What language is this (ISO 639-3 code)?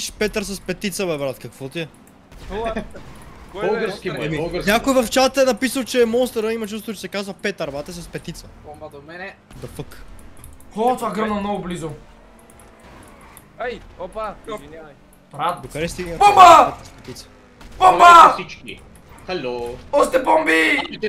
bul